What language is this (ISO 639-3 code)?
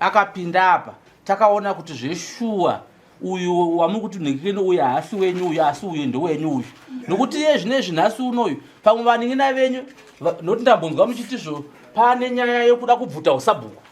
sna